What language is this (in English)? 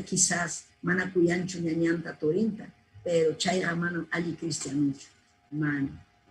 Ayacucho Quechua